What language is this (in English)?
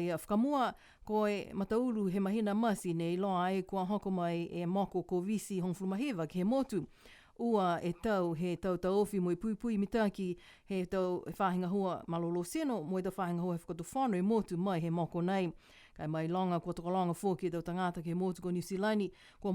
Niuean